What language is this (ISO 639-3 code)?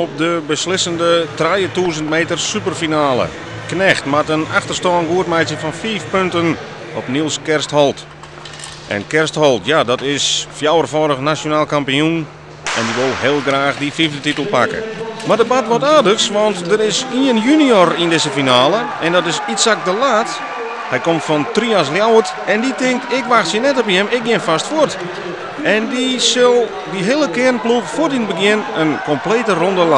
fry